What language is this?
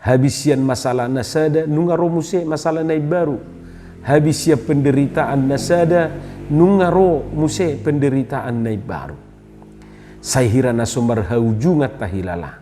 Batak Toba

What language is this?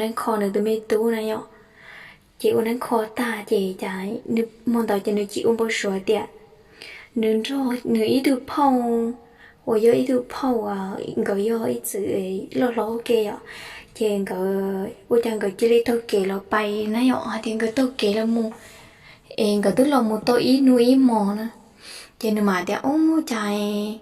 Hmong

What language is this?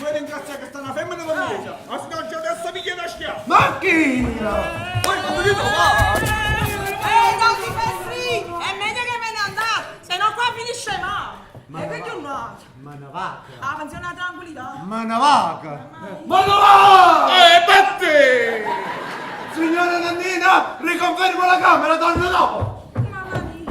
Neapolitan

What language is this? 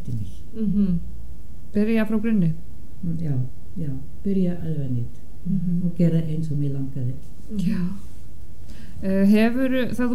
Icelandic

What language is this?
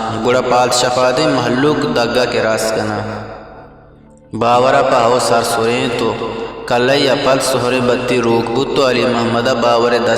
Eastern Balochi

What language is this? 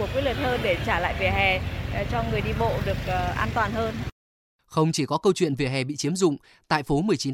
Vietnamese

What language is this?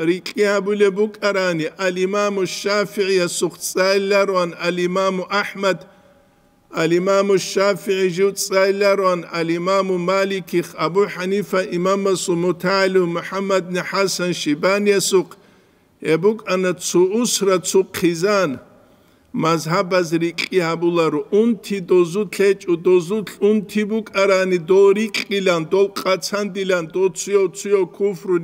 Avaric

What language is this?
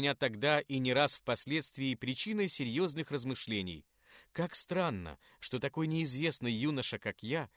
Russian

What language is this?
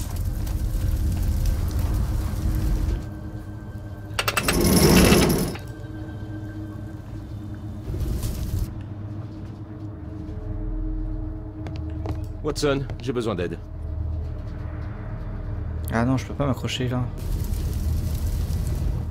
French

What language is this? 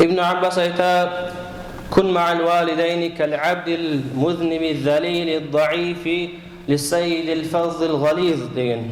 Kumyk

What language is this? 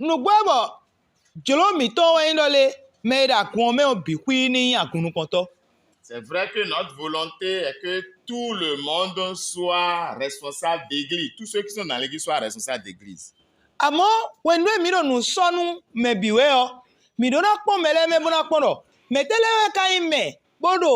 Fon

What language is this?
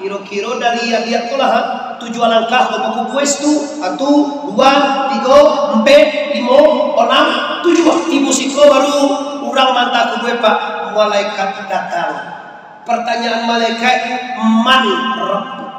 Minangkabau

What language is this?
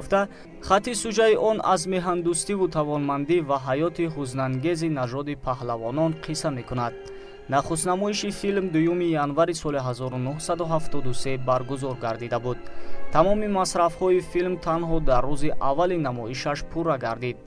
Tajik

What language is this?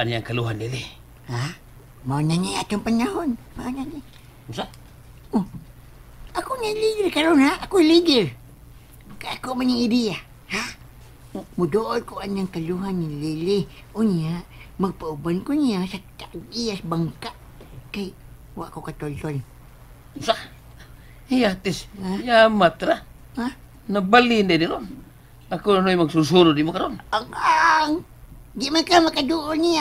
Cebuano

